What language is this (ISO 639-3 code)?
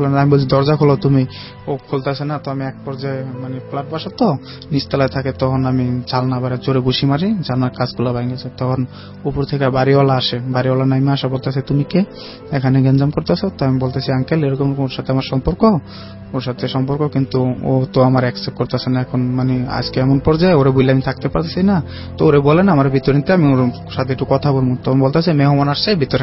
ben